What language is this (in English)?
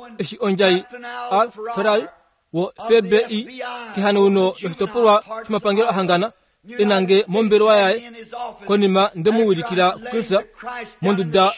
Kuanyama